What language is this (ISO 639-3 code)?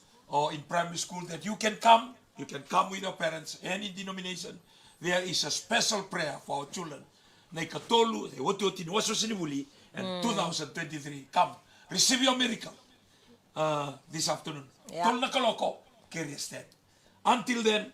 fij